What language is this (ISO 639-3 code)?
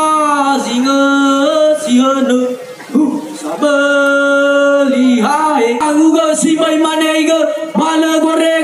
nia